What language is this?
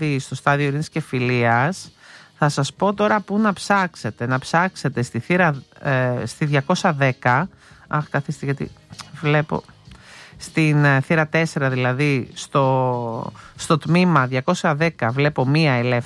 Greek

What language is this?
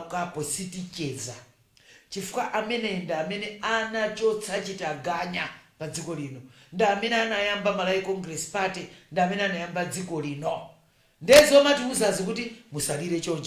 Nyanja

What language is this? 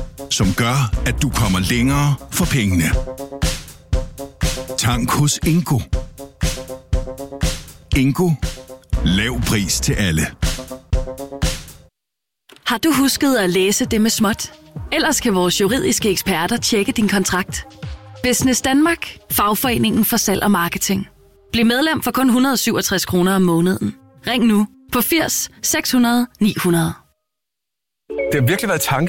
Danish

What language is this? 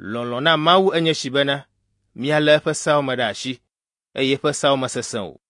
Ewe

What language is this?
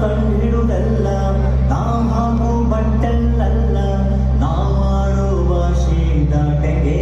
Tulu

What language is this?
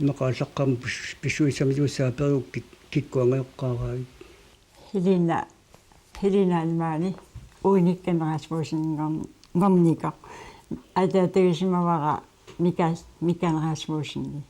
Kalaallisut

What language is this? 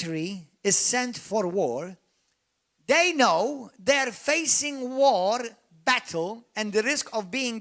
English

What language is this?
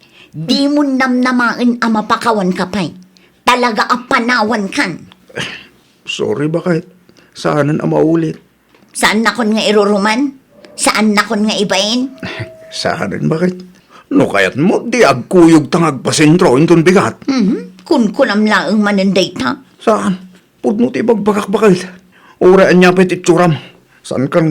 Iloko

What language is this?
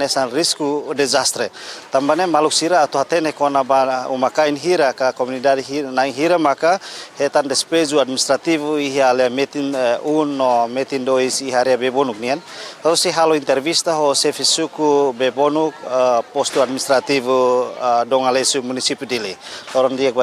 Tetum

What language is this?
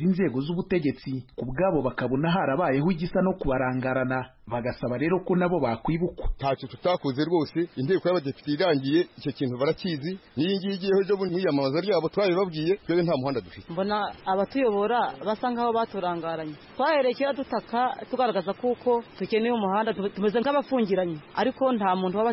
Kinyarwanda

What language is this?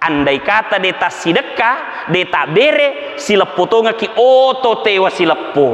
Buginese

